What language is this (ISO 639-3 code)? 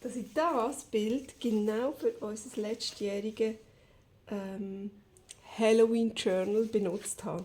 gsw